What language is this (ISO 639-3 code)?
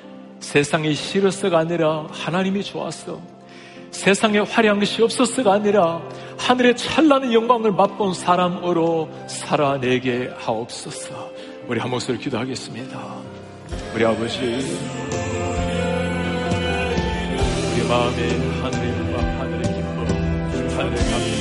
kor